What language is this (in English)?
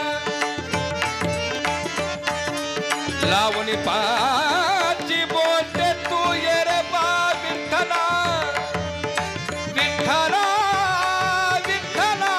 Marathi